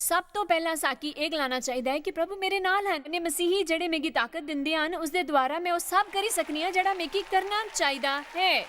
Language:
Dogri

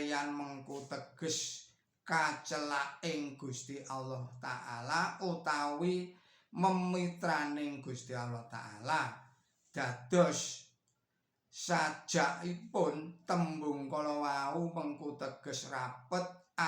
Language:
Javanese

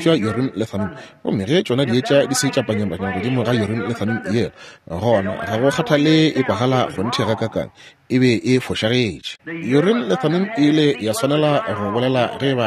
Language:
Northern Sotho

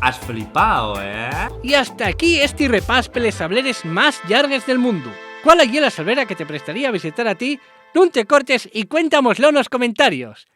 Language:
Asturian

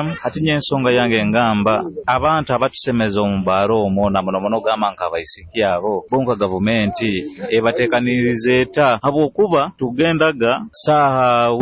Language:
Nyoro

